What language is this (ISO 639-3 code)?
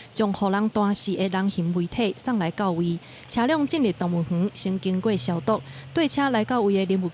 nan